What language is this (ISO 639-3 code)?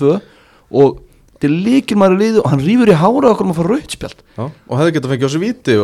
isl